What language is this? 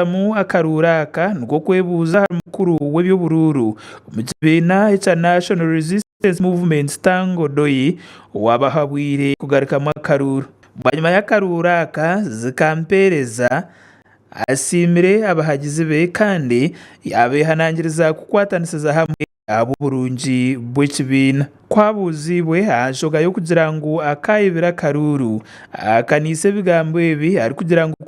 Nyankole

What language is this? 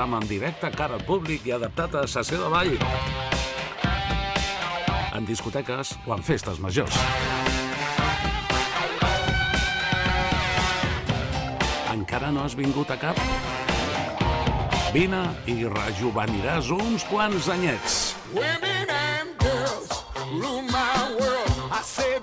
Catalan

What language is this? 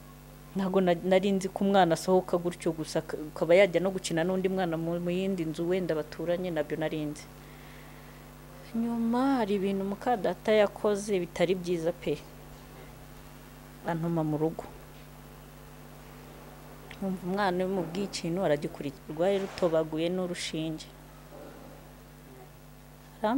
Kinyarwanda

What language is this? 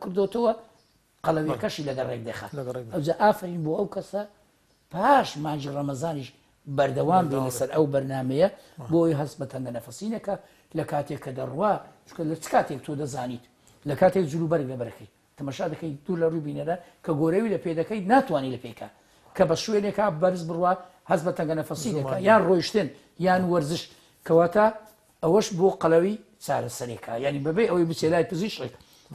Central Kurdish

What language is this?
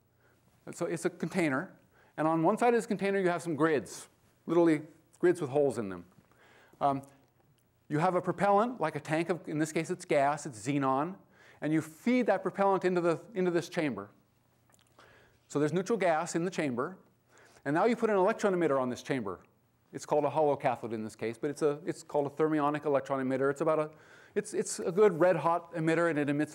English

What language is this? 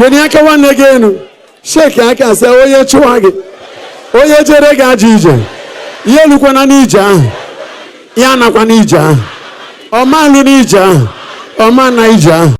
Igbo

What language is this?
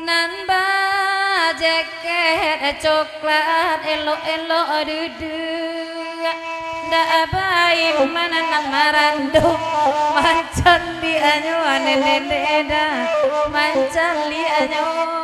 Minangkabau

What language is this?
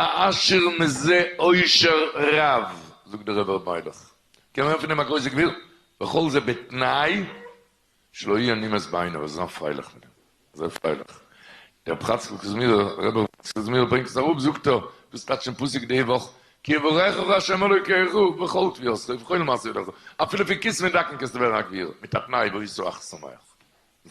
Yiddish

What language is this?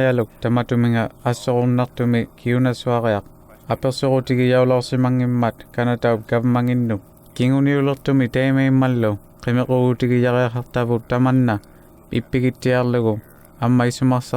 Inuktitut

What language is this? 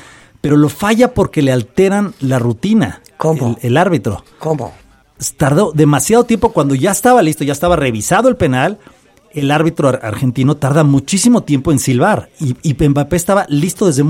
Spanish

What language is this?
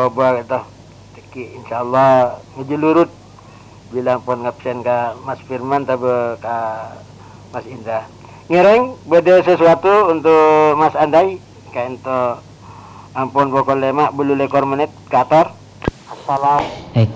Madurese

